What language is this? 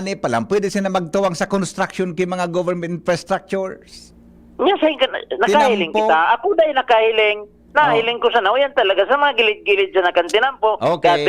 Bikol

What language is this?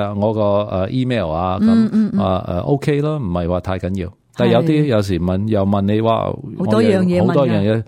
Cantonese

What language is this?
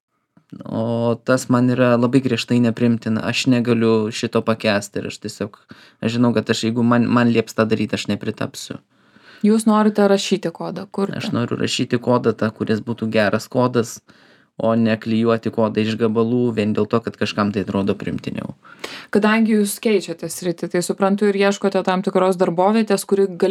Lithuanian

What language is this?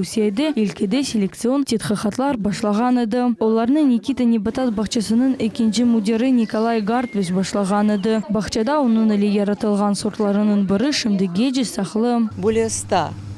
Crimean Tatar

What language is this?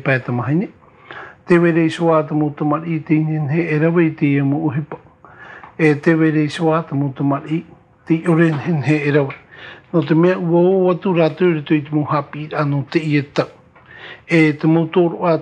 Tahitian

